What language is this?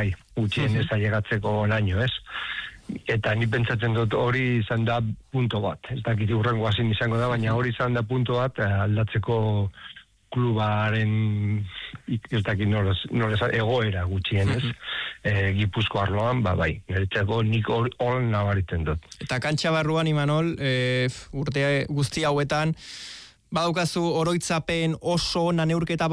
Basque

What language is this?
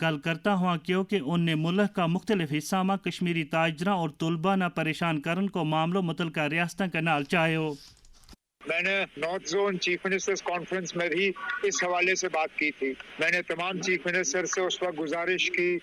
Gujari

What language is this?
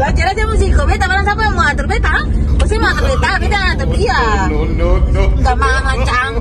Ambonese Malay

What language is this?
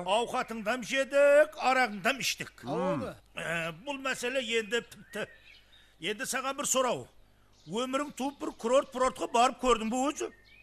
Kara-Kalpak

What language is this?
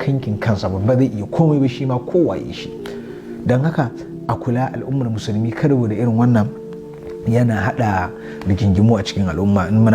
Hausa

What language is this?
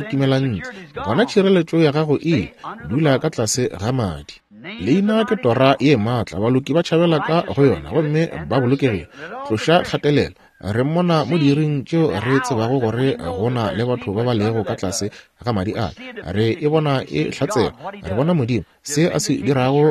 Northern Sotho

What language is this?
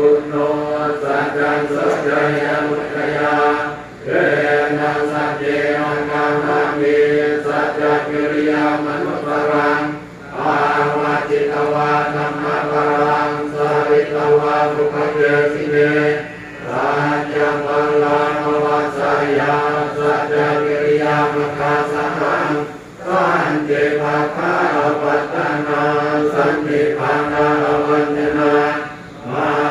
Pali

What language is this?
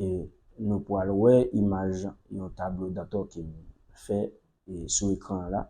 Haitian Creole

